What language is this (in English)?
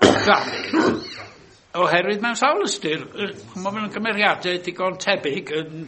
Welsh